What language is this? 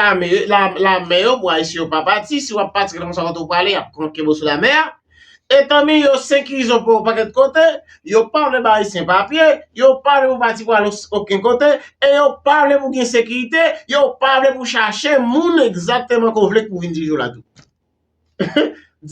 Haitian Creole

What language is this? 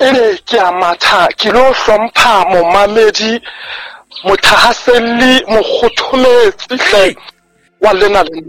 Southern Sotho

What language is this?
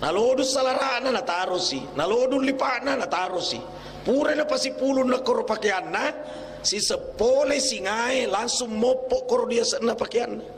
Buginese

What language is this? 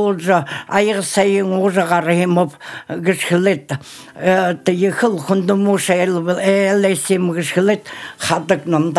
Buriat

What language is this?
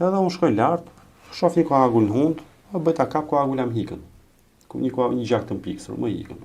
Albanian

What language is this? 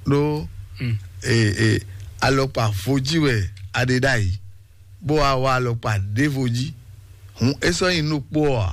Fon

